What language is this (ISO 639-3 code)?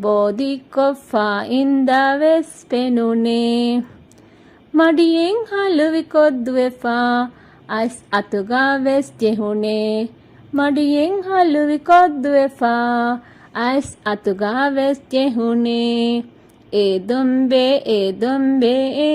div